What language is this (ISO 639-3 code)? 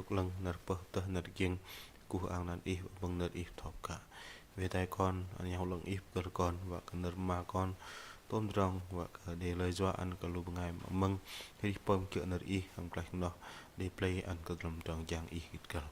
bdq